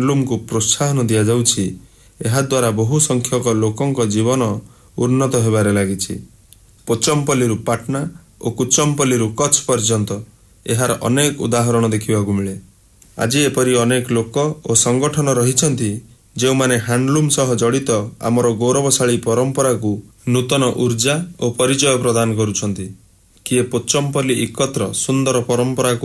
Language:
Odia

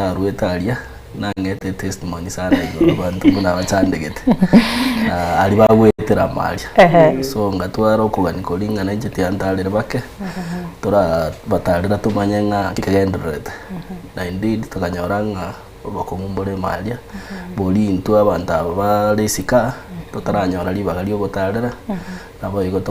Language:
Gusii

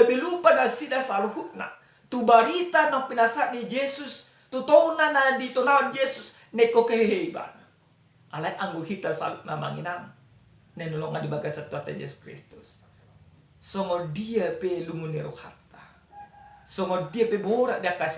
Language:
Batak Toba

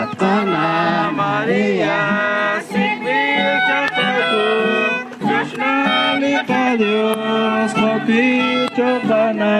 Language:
Kekchí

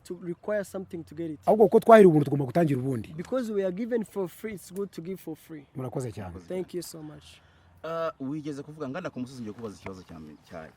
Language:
Kinyarwanda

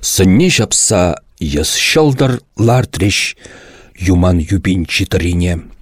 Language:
Chuvash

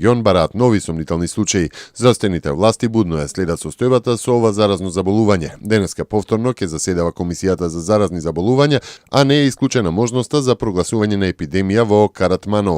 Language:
Macedonian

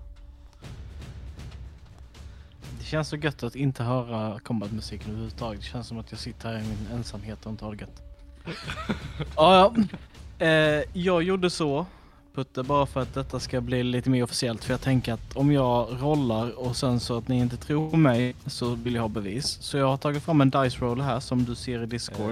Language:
Swedish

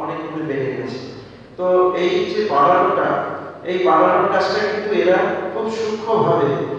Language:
Bangla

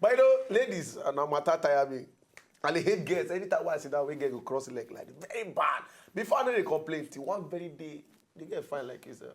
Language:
Nigerian Pidgin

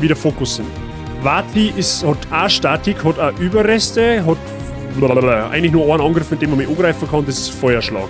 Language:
Bavarian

